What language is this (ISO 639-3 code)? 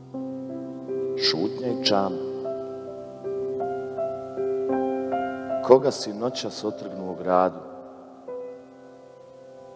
hrv